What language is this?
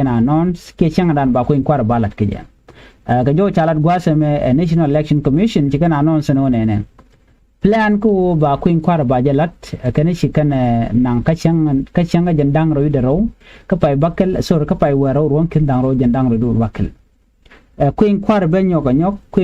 Nuer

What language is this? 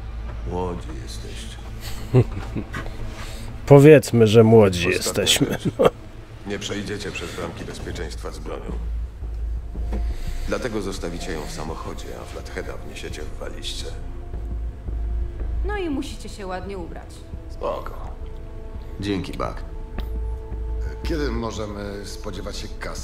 Polish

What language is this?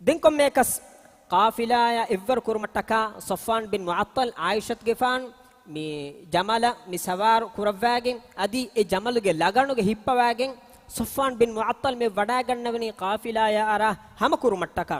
Divehi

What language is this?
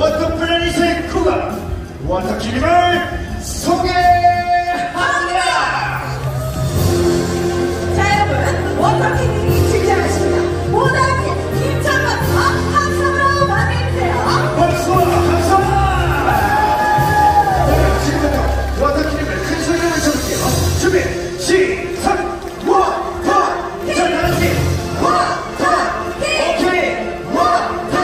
Korean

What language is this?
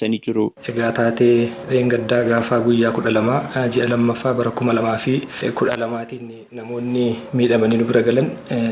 Oromo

